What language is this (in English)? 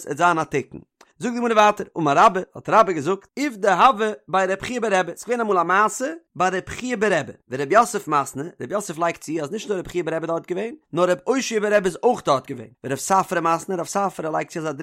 Yiddish